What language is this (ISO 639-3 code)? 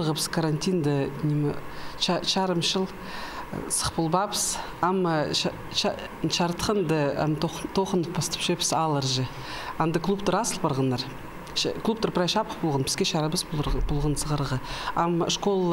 kjh